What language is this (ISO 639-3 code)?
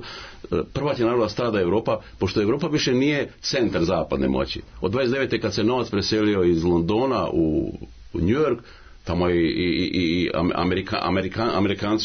srp